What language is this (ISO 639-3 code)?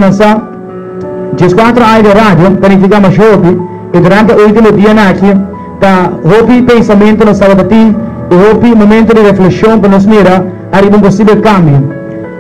pap